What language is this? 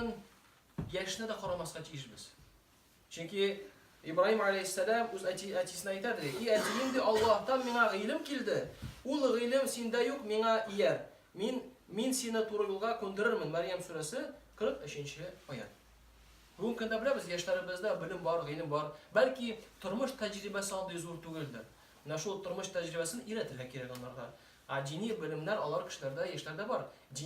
Tatar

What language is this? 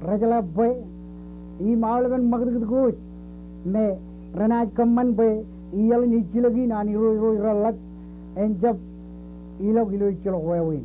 Marshallese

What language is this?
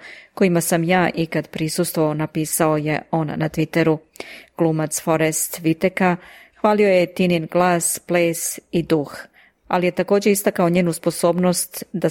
Serbian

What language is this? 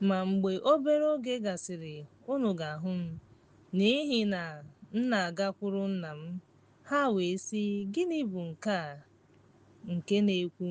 Igbo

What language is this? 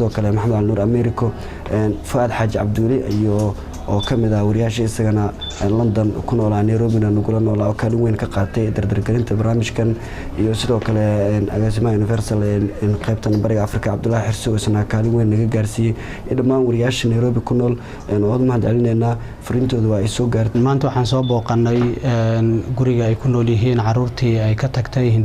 Somali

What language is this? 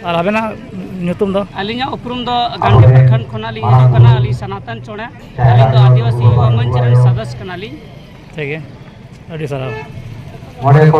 Santali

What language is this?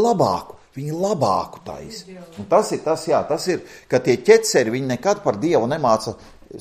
Latvian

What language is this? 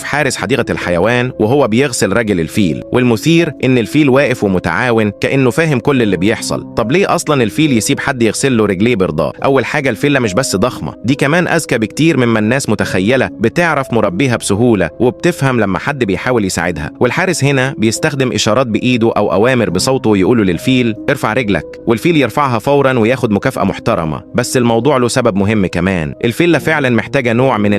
Egyptian Arabic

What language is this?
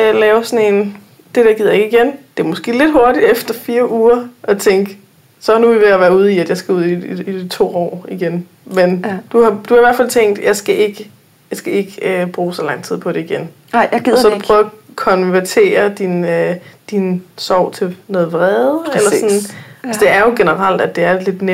Danish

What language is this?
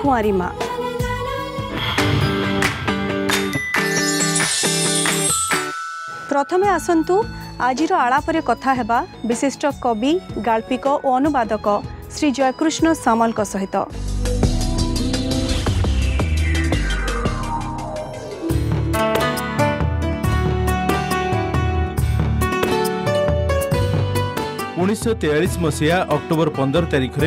Odia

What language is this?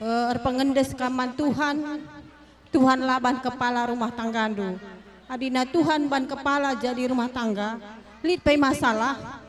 Batak Karo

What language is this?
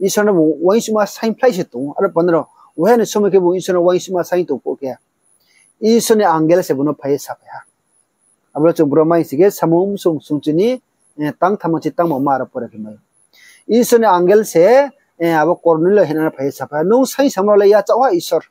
Riang (India)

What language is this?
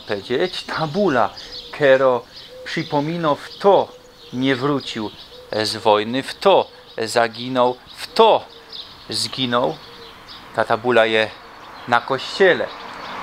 Silesian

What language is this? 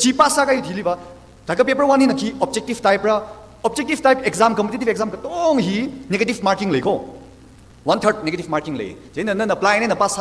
Tangkhul Naga (India)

